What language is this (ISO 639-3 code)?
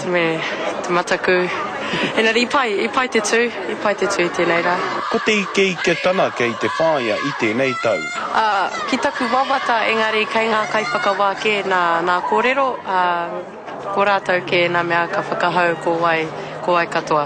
mri